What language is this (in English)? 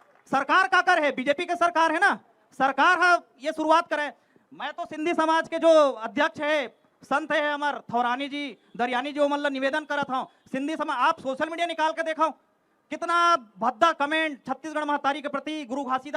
Chhattisgarhi